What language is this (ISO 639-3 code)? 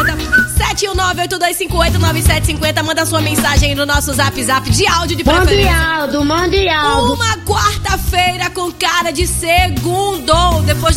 por